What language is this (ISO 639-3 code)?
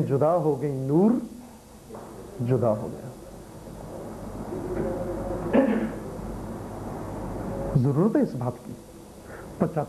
urd